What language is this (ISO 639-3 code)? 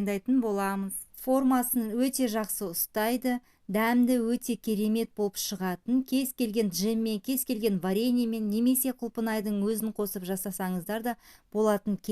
kaz